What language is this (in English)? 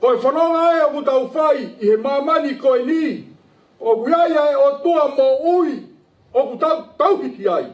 Tongan